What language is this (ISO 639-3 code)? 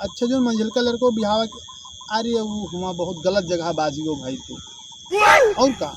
awa